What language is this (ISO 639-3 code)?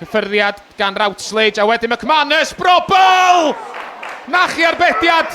cym